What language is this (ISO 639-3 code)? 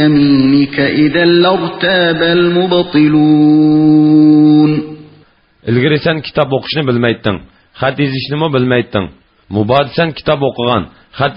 uig